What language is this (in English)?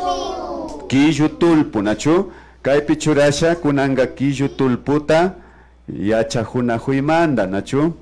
Imbabura Highland Quichua